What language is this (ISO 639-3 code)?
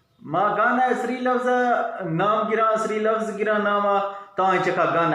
bgp